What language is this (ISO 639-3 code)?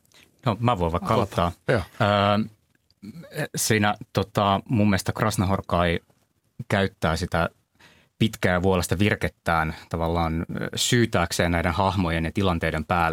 fin